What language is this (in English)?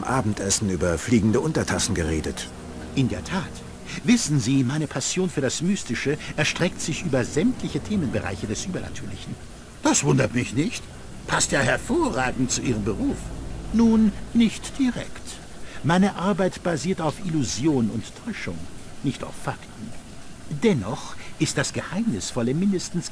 Bavarian